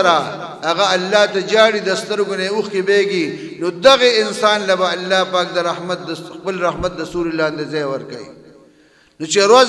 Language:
Pashto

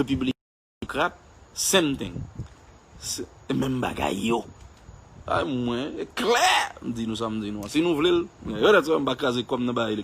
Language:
Haitian Creole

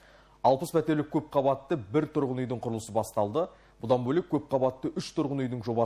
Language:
Kazakh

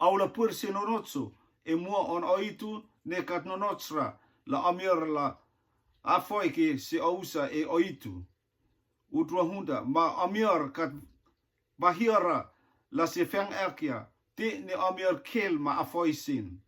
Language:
Rotuman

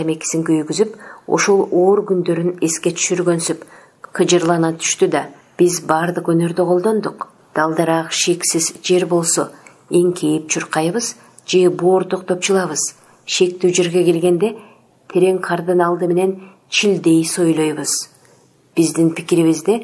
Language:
Kyrgyz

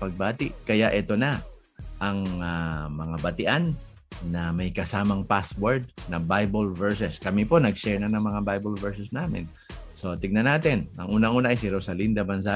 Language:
Filipino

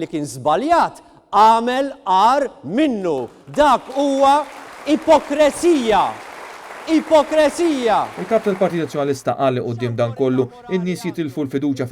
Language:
Maltese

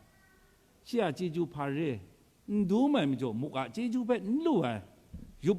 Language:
Kachin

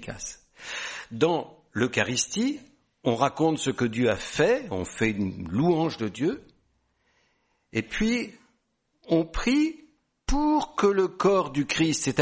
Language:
French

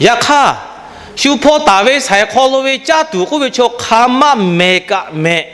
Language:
Lahu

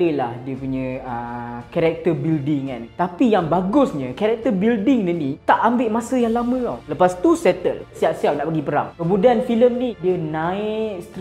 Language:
Malay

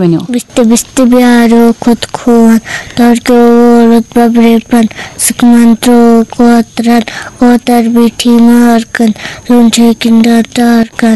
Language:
Kashmiri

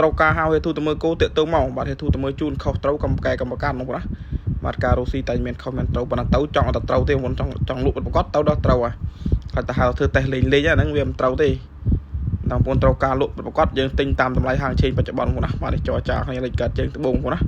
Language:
Khmer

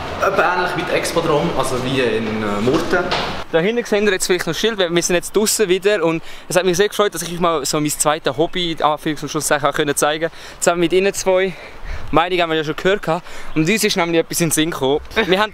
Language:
Swiss German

